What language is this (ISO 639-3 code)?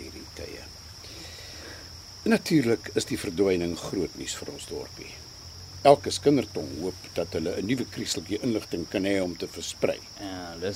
afr